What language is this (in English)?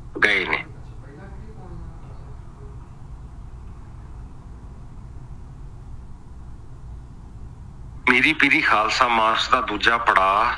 Punjabi